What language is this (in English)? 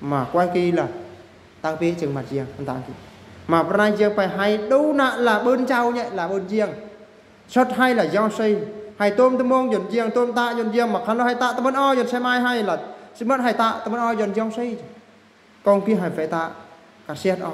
Eastern Bru